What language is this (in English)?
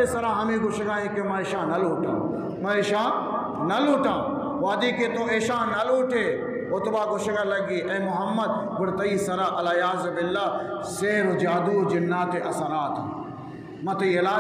Eastern Balochi